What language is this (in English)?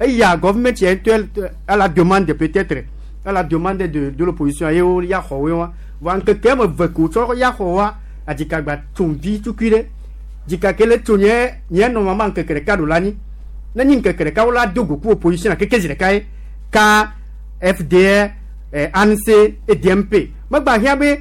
Gen